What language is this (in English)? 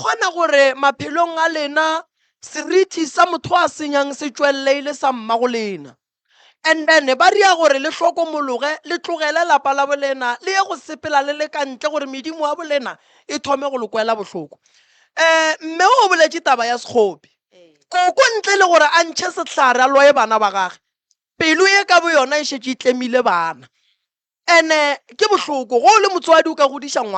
Northern Sotho